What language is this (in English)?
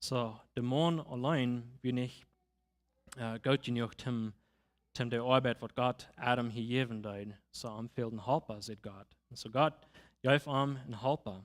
Plautdietsch